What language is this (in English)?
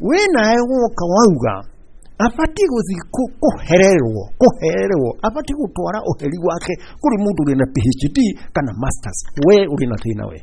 Kikuyu